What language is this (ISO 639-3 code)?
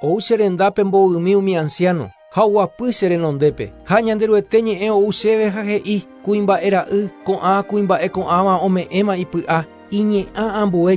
grn